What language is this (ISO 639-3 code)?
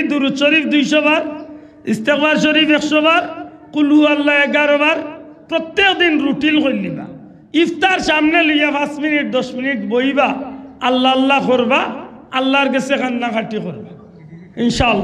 syl